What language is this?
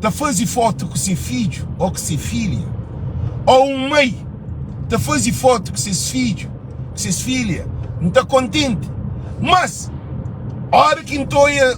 Kabuverdianu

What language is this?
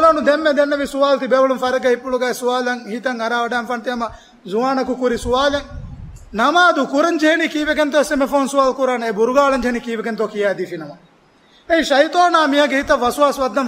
Divehi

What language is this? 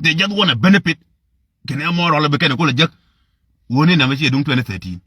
Nuer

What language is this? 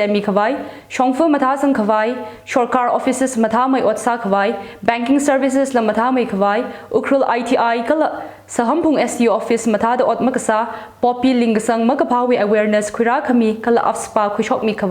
Tangkhul Naga (India)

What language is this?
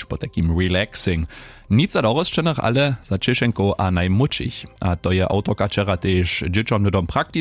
Upper Sorbian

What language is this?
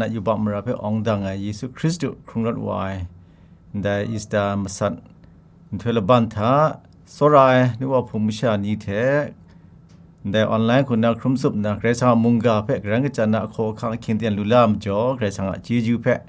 Kachin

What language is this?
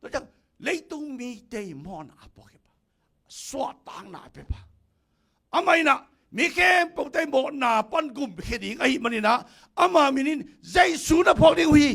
Tedim Chin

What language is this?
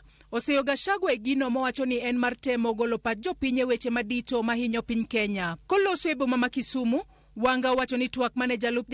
Luo (Kenya and Tanzania)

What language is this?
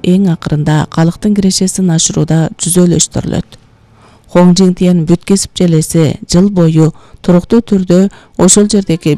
Kyrgyz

